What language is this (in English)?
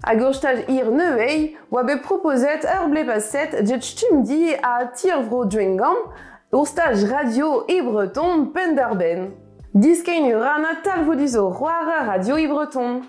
Breton